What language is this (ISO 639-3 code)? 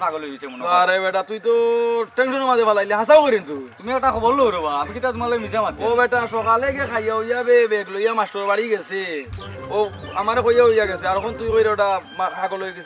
syl